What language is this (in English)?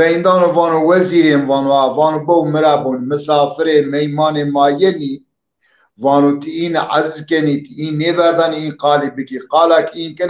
Zaza